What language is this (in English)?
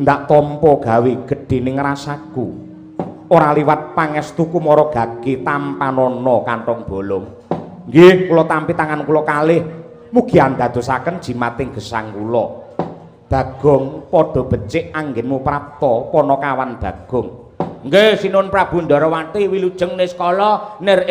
Javanese